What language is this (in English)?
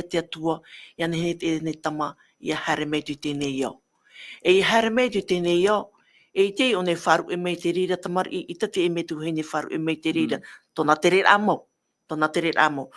Tahitian